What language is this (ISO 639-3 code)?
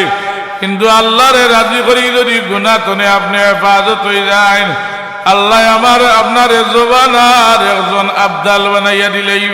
syl